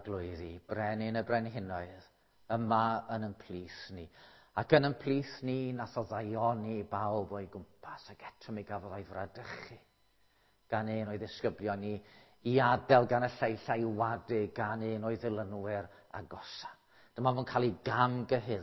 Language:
Welsh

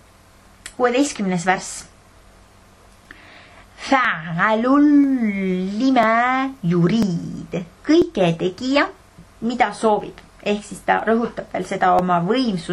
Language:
Estonian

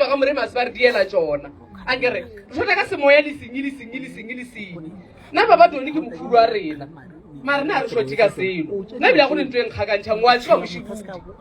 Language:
Northern Sotho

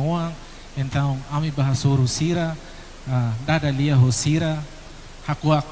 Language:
Tetum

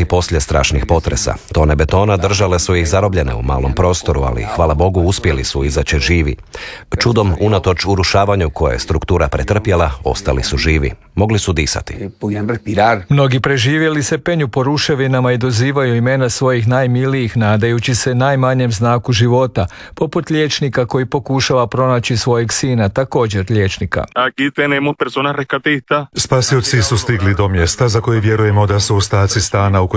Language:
Croatian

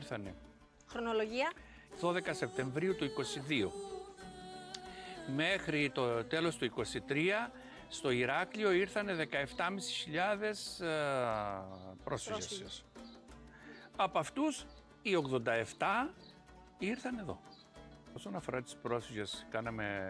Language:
Greek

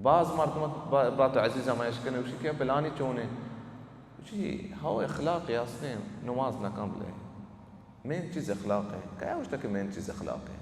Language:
Baluchi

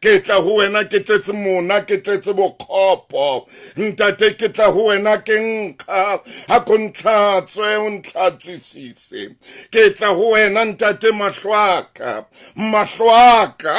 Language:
Southern Sotho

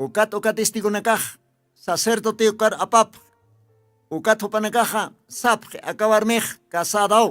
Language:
Aymara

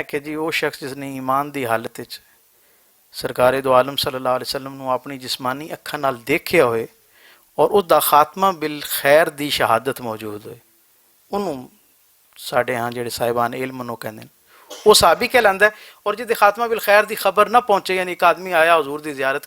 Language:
Western Panjabi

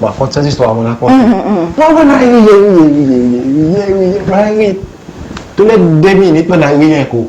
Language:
Seselwa Creole French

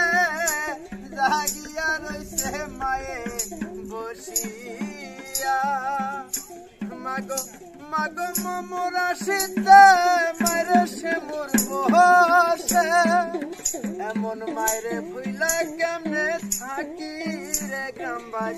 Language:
Bangla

